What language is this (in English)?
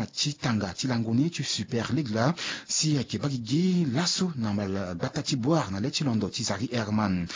Sango